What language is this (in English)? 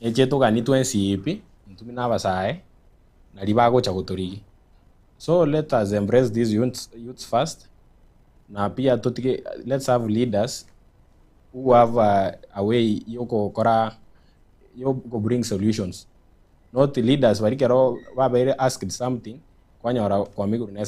Gusii